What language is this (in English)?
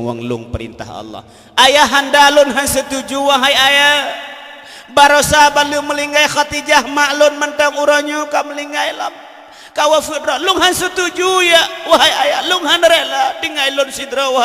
Achinese